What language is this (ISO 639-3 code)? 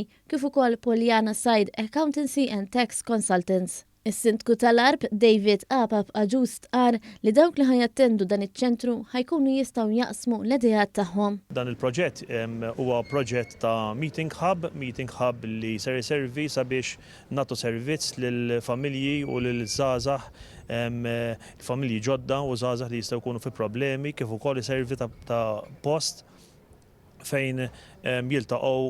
mlt